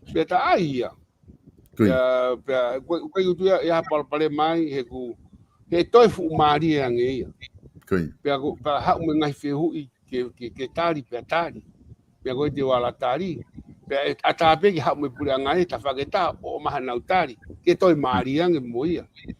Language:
Tongan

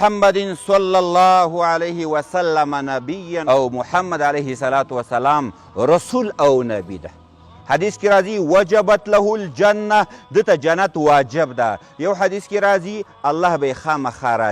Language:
Pashto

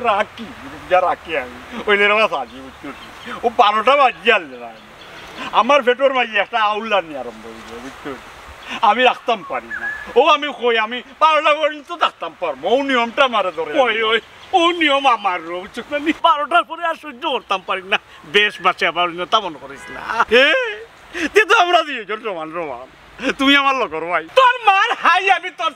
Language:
Sylheti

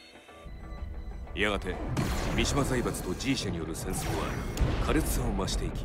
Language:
Japanese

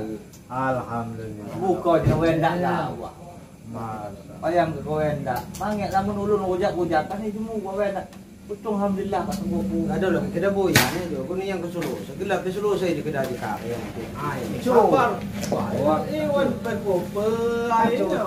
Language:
Lampung Nyo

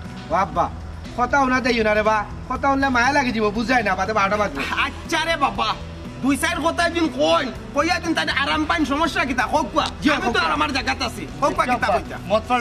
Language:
Sylheti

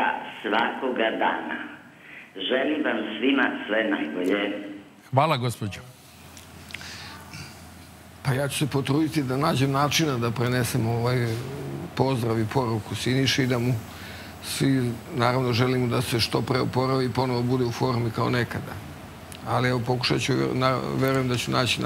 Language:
Serbian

